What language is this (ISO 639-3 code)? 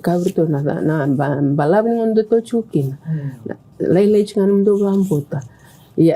fij